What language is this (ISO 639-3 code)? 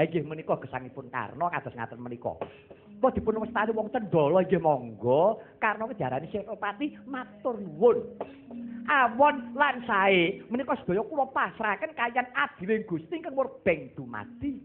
jav